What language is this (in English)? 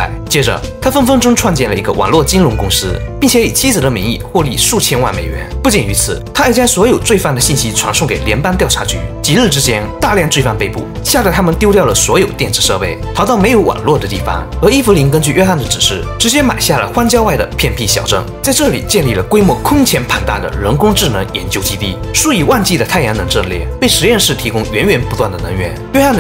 Chinese